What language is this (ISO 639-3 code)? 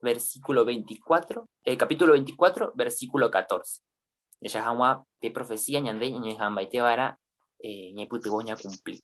grn